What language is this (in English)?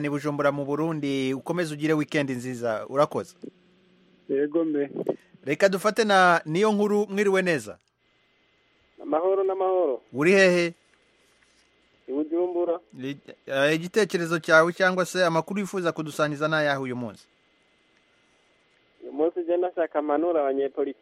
Kinyarwanda